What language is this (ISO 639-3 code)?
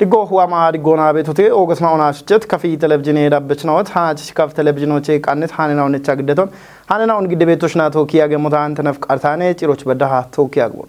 kbr